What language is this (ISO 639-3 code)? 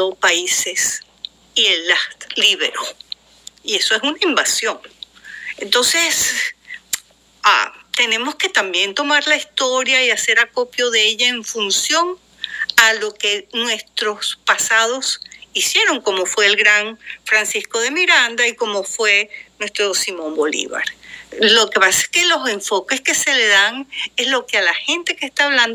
spa